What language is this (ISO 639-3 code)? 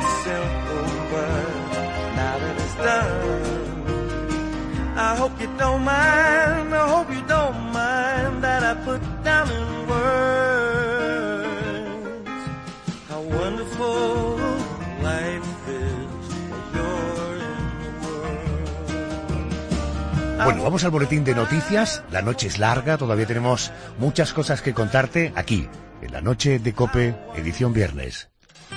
spa